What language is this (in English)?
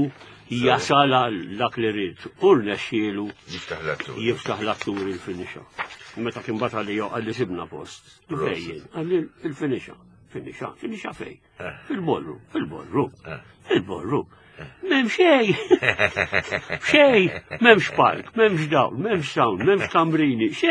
Maltese